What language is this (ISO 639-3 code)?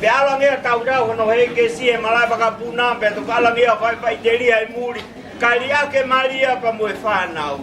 ton